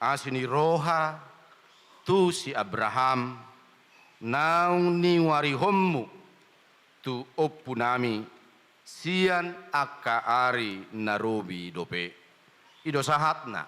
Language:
Batak Toba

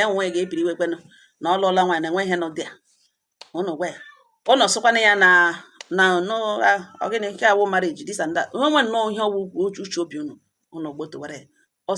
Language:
Igbo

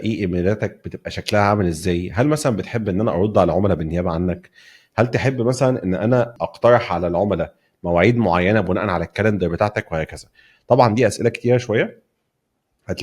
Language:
Egyptian Arabic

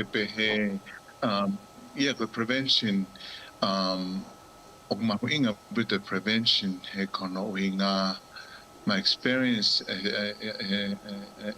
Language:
Tongan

